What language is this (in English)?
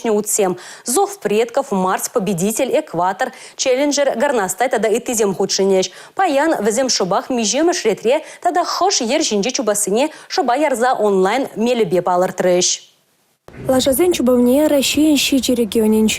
Chuvash